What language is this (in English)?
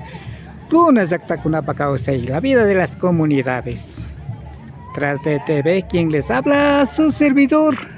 Imbabura Highland Quichua